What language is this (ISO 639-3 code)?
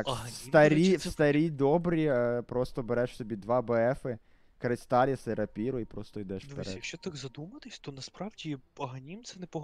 ukr